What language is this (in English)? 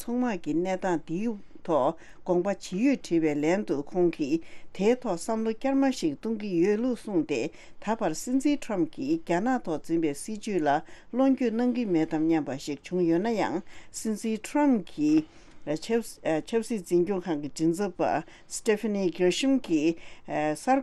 Tibetan